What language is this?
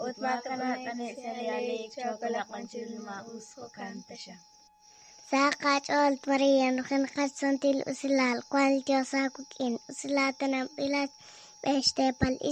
Kekchí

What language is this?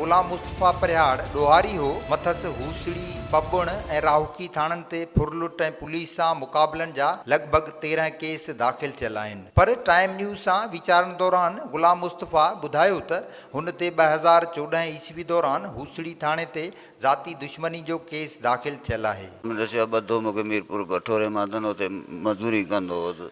Sindhi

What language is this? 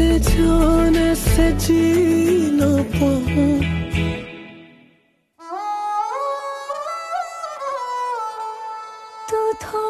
Hindi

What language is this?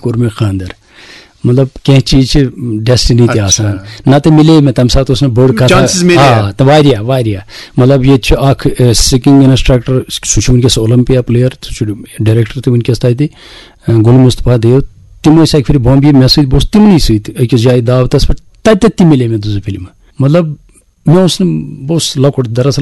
Kashmiri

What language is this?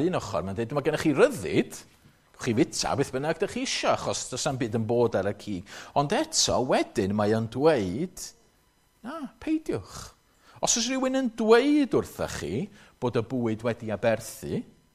Welsh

